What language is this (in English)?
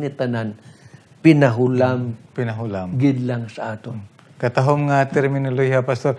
Hiligaynon